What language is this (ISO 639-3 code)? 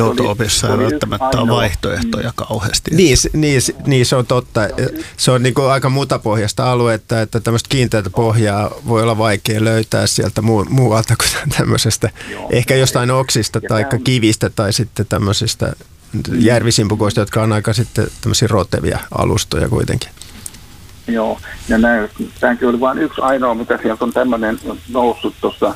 fin